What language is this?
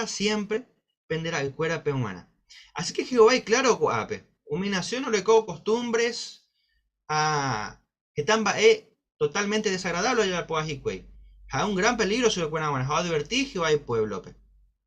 Guarani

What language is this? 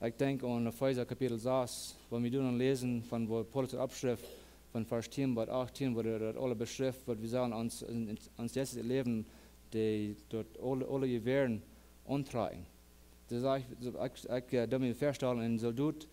Plautdietsch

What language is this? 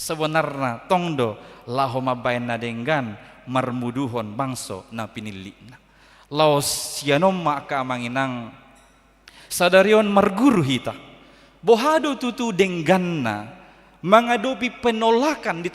Batak Toba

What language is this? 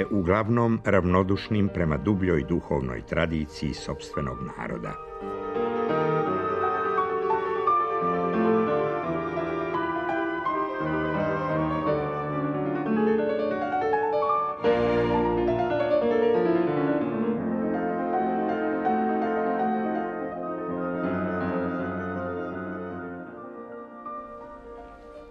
Serbian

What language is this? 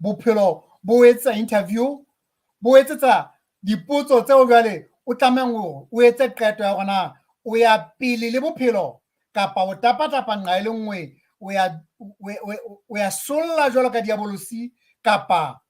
Southern Sotho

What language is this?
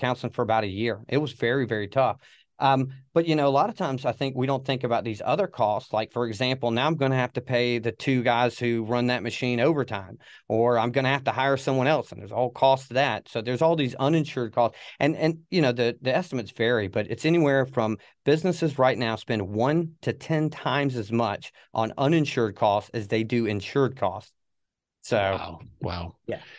English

